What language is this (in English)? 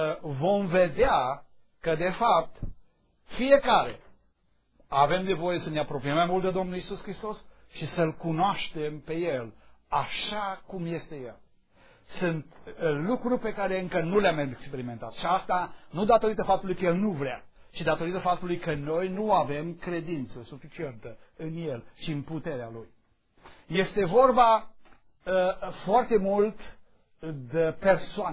Romanian